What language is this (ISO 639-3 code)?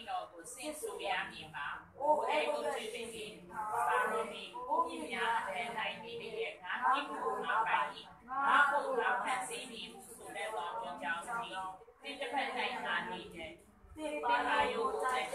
mya